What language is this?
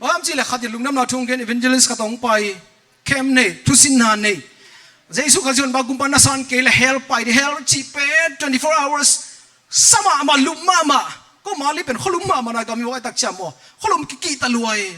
Tedim Chin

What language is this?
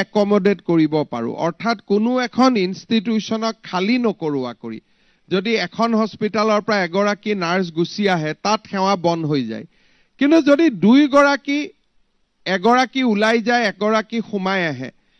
Assamese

